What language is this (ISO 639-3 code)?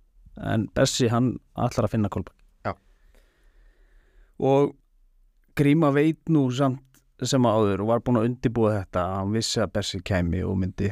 isl